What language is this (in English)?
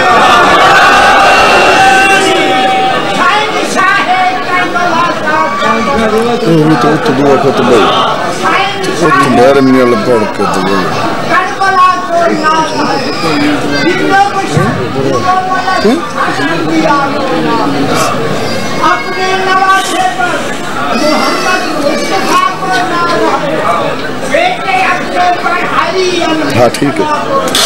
Urdu